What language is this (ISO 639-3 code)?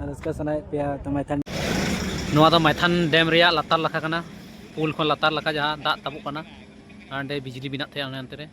sat